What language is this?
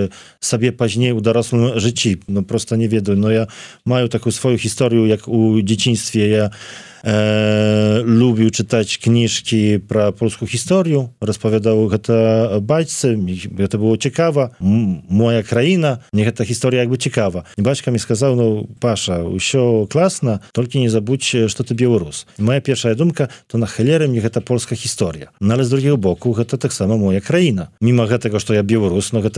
Belarusian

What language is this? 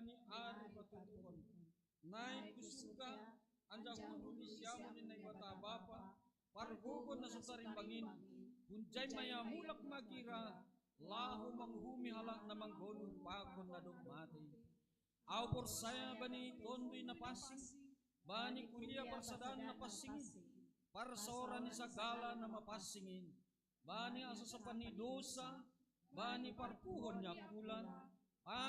Batak Simalungun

